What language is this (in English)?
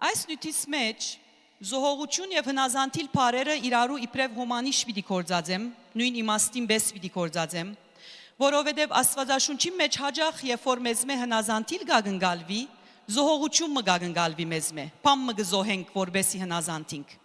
Western Armenian